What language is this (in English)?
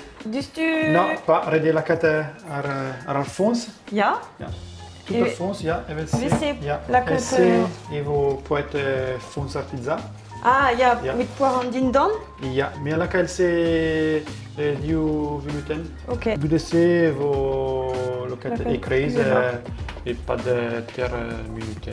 Breton